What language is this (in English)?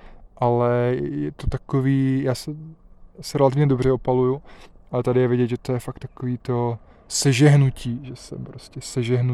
Czech